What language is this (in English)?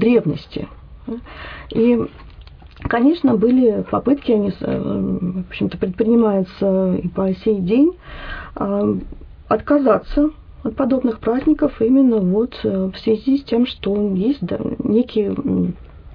Russian